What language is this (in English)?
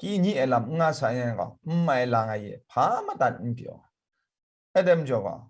Kachin